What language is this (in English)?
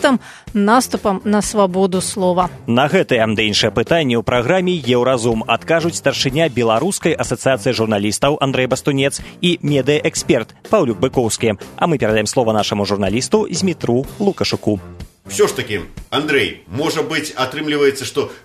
Belarusian